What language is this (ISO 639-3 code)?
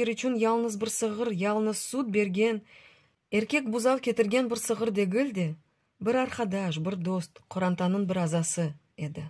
crh